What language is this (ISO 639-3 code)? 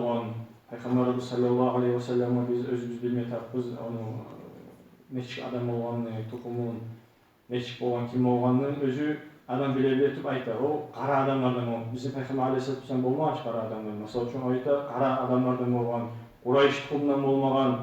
kum